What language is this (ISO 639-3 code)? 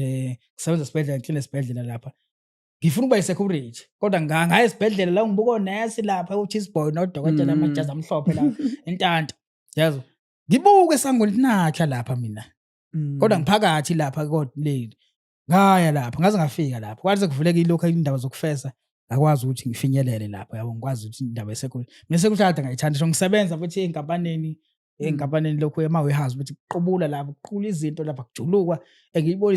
zul